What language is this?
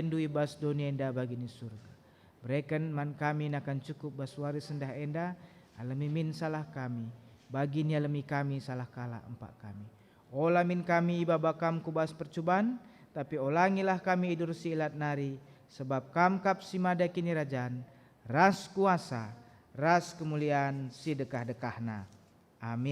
Batak Karo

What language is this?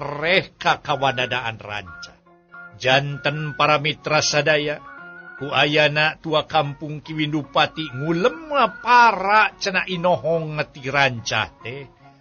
Sundanese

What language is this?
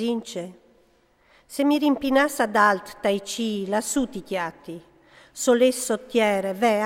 Friulian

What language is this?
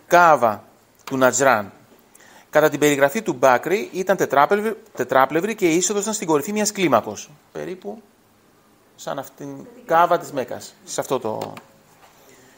Greek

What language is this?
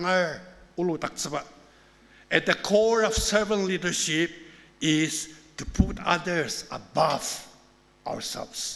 Ao Naga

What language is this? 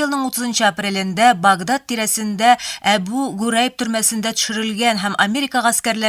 Tatar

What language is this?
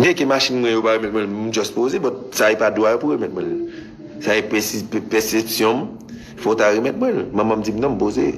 Haitian Creole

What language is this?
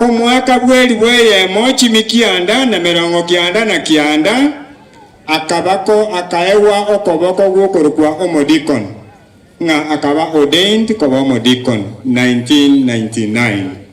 Gusii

